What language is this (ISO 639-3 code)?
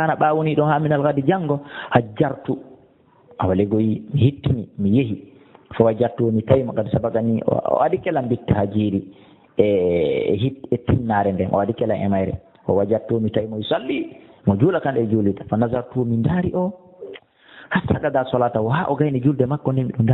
ful